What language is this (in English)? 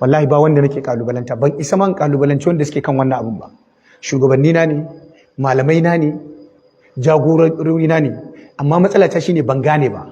Hausa